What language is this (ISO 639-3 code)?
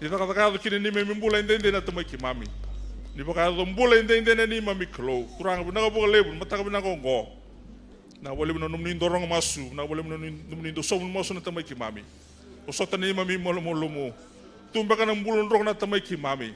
fij